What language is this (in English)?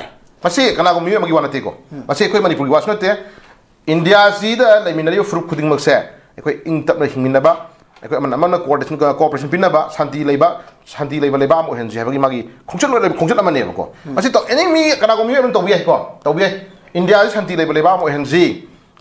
Manipuri